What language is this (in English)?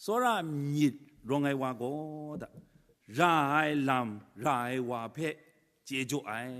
Kachin